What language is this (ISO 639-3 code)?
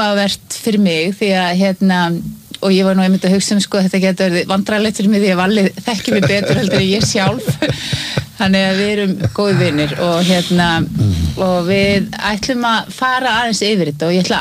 isl